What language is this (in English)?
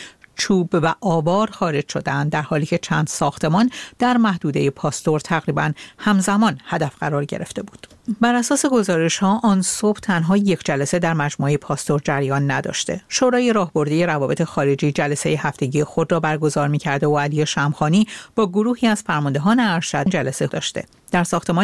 Persian